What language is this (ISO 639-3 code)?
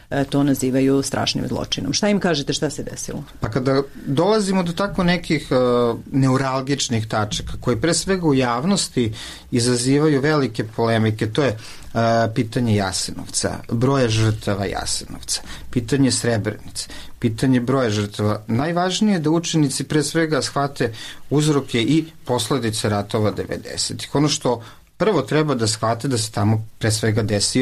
srp